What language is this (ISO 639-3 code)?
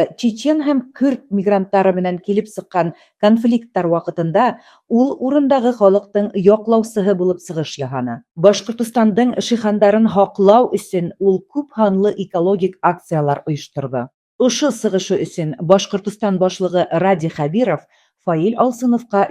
bak